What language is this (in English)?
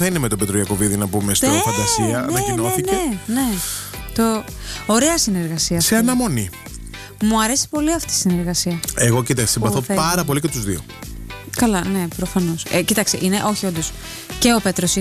Greek